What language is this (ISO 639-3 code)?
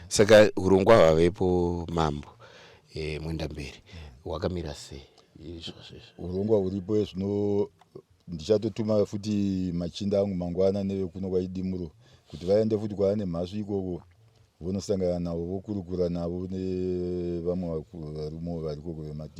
sna